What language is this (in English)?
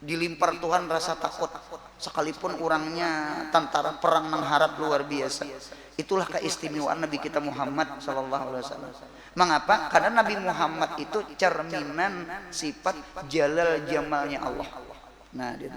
Banjar